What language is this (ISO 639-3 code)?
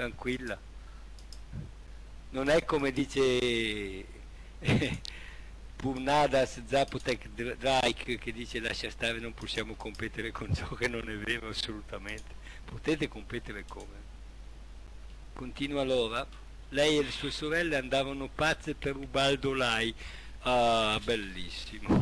ita